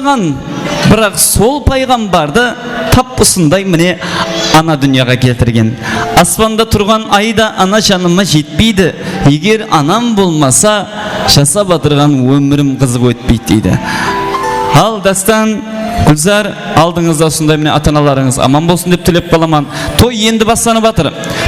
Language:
Kara-Kalpak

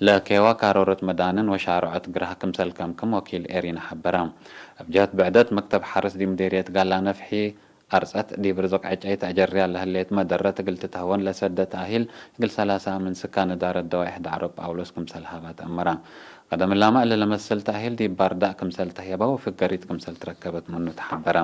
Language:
Tigre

